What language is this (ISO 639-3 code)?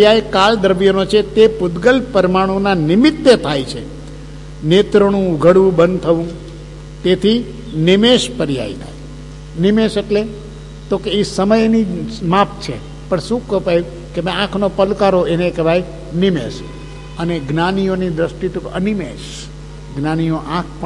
guj